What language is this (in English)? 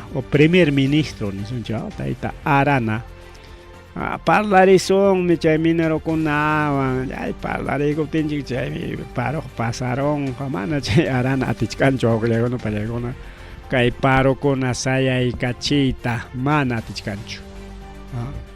Ayacucho Quechua